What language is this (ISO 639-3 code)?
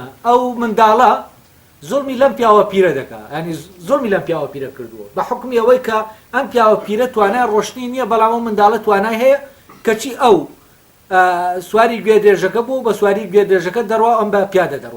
ckb